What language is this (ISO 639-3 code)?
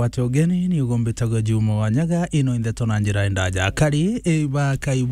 mer